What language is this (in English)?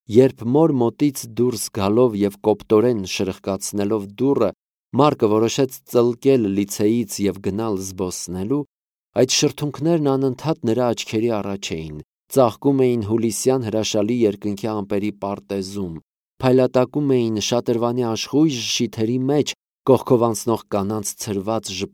Armenian